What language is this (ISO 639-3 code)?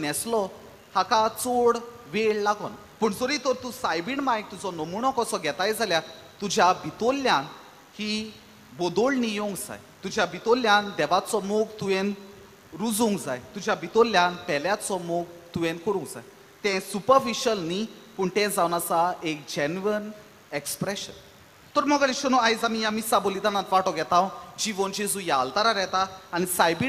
kok